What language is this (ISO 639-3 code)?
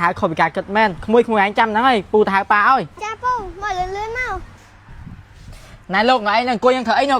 khm